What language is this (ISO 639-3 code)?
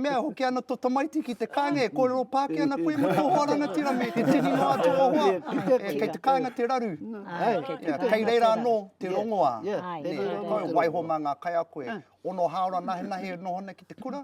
mri